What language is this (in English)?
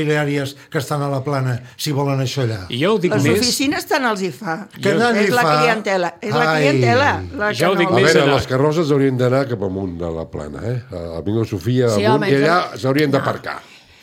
Catalan